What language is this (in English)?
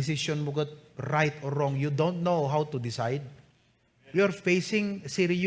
Iloko